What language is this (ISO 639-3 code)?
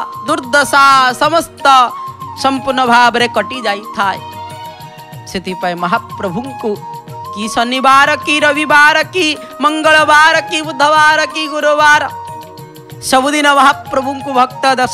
ori